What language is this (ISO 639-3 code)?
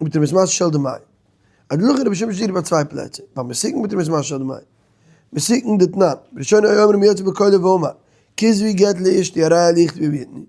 yid